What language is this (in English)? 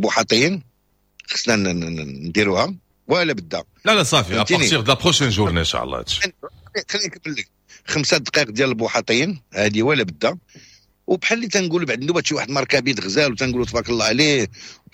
Moroccan Arabic